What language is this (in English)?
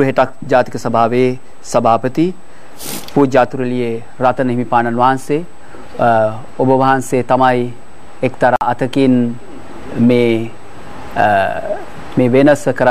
Sinhala